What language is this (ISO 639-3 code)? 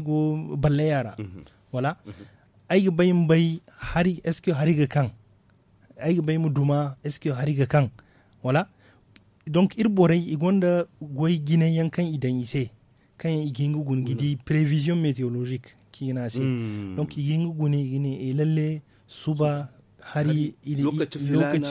dje